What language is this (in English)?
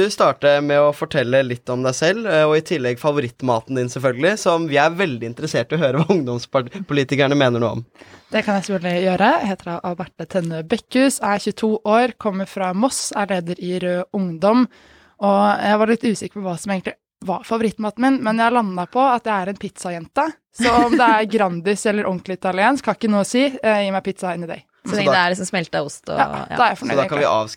Norwegian